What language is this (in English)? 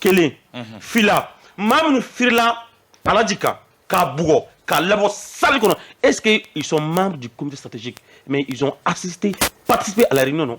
Bambara